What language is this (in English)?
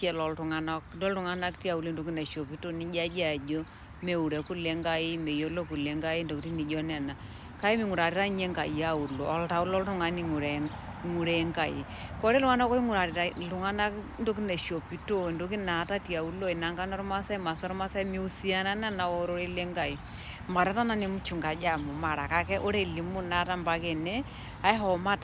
Masai